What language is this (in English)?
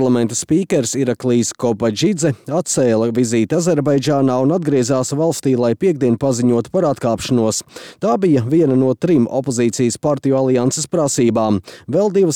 Latvian